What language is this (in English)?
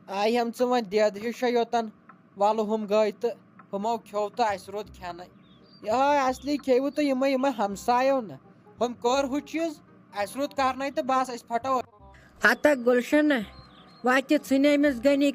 Kashmiri